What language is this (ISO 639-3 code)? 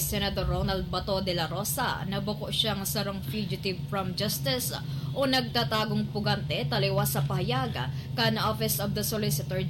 bik